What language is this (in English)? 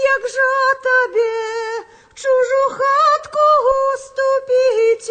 Belarusian